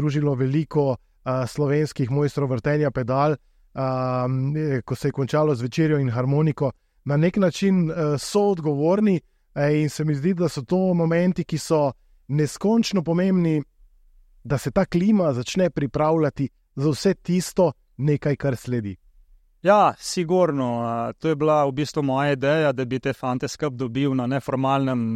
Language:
Slovenian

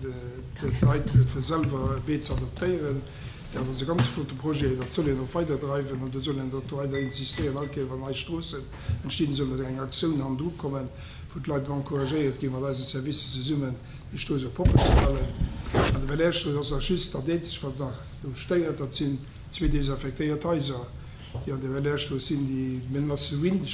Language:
Luxembourgish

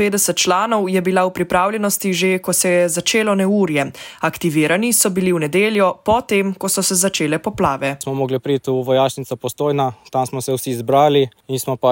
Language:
Slovenian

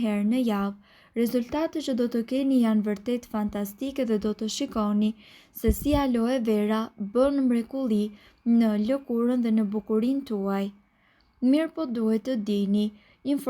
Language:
Albanian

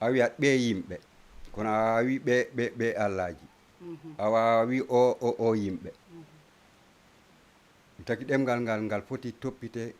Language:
Fula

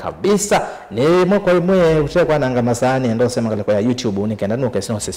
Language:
Kamba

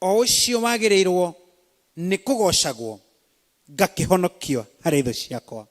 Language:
Kikuyu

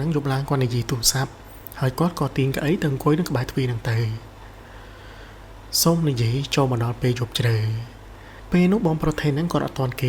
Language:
Khmer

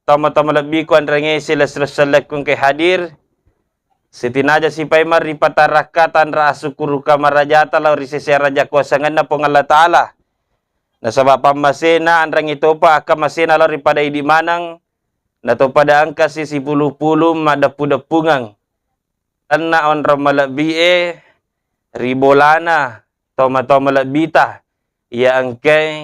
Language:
Buginese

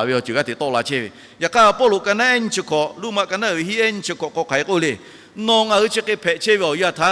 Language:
Lahu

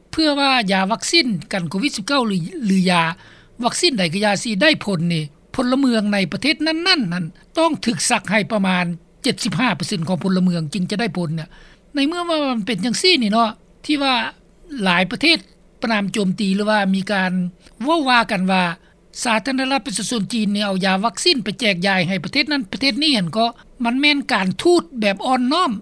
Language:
Lao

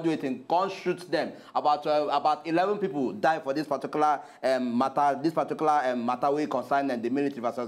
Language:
Nigerian Pidgin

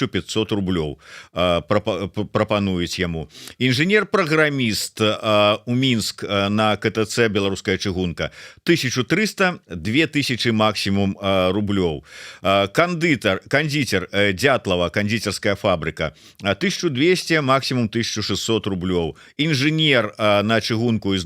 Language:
Belarusian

